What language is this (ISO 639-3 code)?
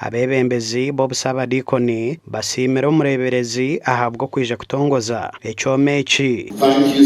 nyn